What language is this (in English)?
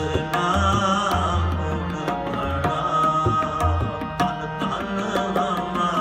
Punjabi